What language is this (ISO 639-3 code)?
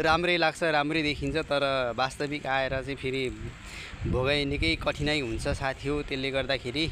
nep